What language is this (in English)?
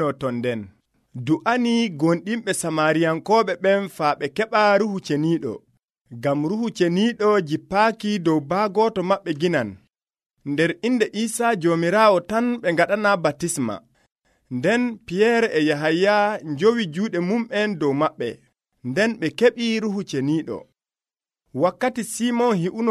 Nigerian Fulfulde